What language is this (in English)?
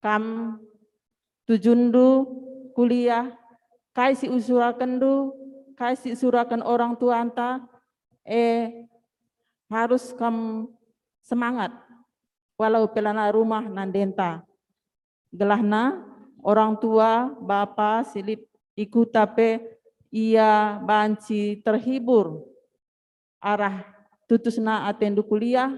Batak Karo